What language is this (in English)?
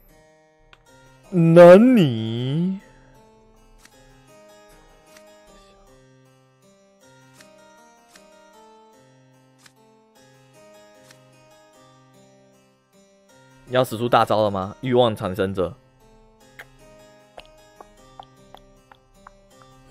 Chinese